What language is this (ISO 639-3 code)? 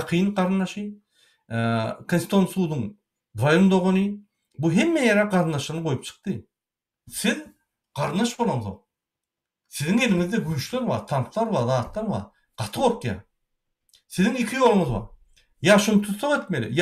tuk